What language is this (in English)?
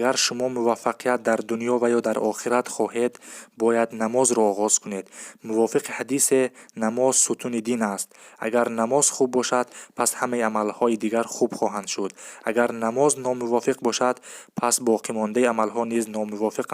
Tajik